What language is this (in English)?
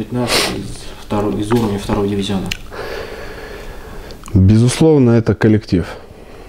Russian